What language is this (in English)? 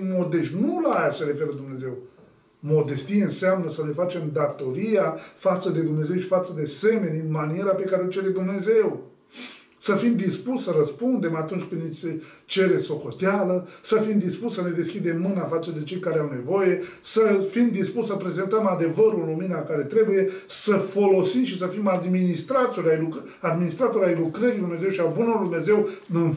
Romanian